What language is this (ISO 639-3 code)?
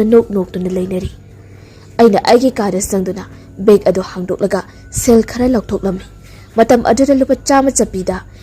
mni